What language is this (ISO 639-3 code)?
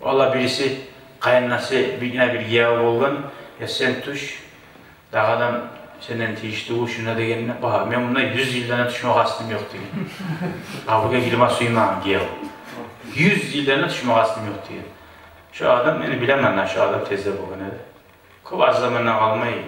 kum